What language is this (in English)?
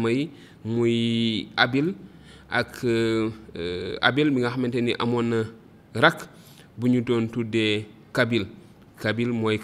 Wolof